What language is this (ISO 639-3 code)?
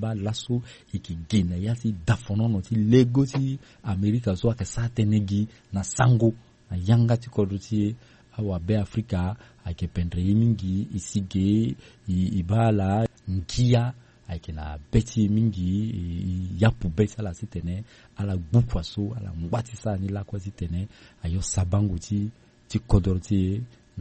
sag